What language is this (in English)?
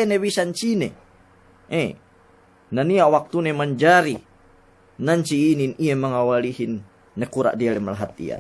Yakan